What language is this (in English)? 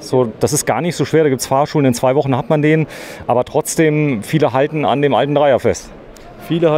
German